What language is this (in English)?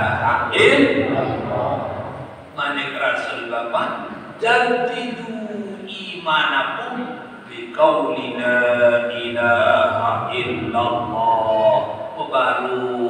Sasak